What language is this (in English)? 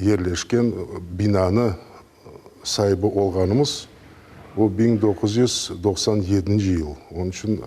Crimean Tatar